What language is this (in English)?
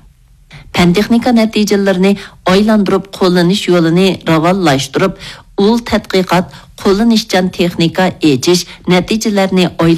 Uyghur